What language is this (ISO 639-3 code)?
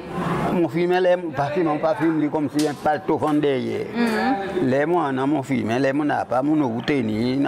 crs